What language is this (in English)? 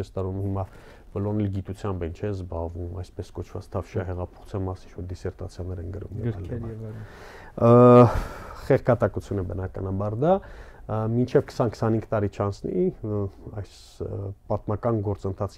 Armenian